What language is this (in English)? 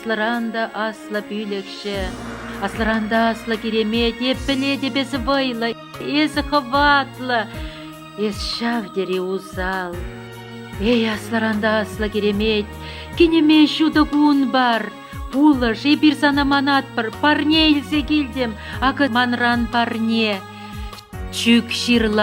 Chuvash